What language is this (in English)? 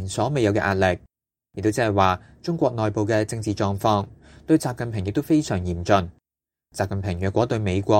Cantonese